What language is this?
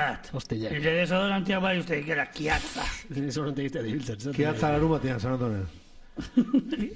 Basque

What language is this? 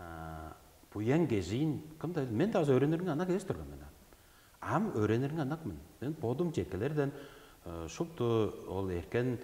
Tuvinian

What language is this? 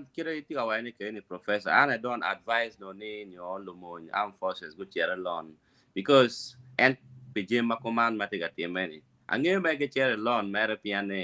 Acoli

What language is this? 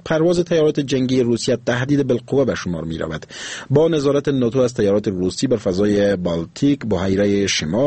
Persian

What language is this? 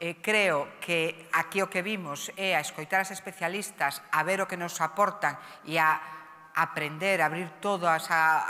Galician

